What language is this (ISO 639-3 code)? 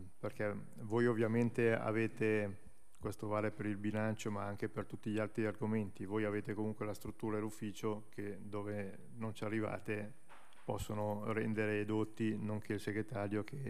ita